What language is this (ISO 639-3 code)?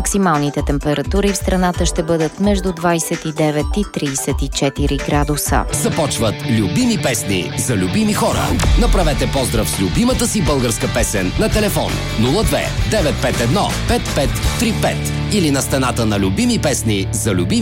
bul